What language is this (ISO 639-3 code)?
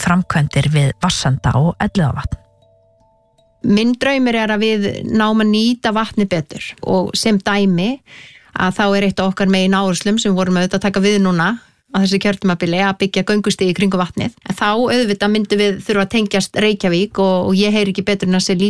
isl